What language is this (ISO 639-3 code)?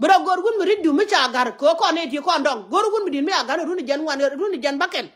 nus